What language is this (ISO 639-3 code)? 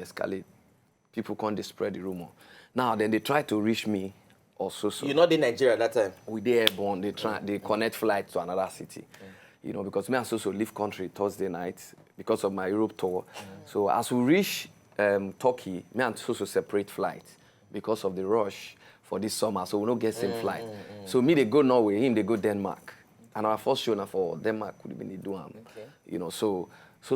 pcm